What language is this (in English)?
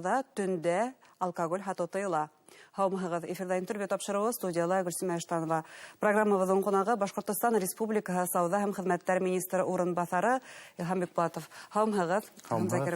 Bashkir